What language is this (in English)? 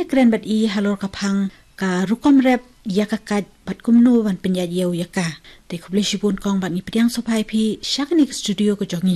Khasi